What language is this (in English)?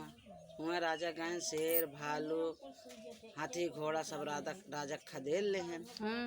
Awadhi